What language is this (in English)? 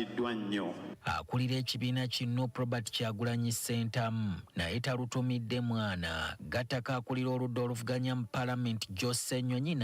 Ganda